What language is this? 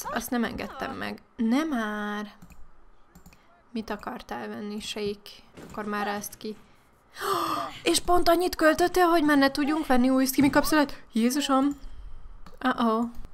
Hungarian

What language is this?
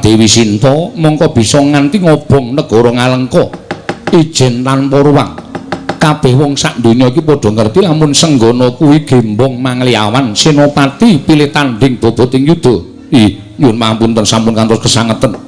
Javanese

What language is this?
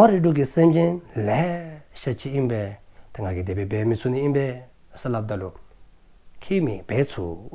Dzongkha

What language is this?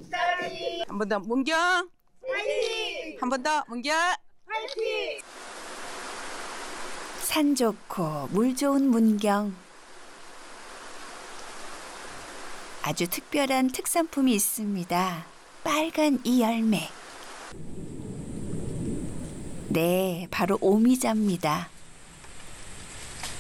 Korean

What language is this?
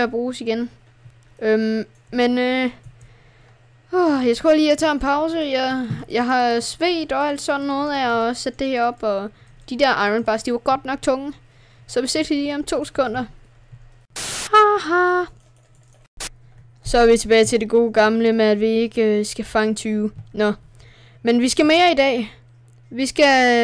Danish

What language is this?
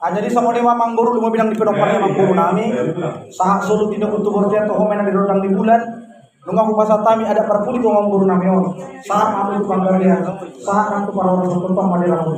Batak Toba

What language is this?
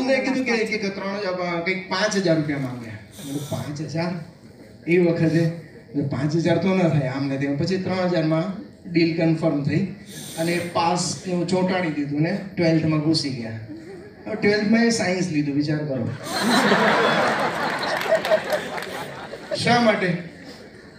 Gujarati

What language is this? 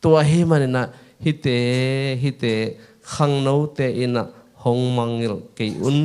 Tedim Chin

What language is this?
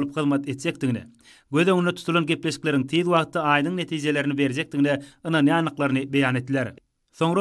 Turkmen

